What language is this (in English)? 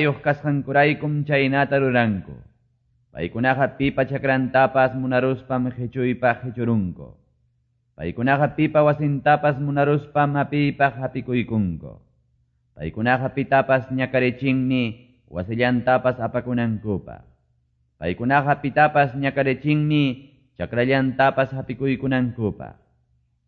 Quechua